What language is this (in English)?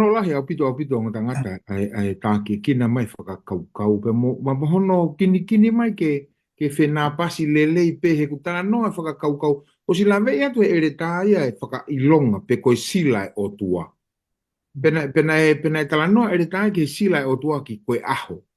Tongan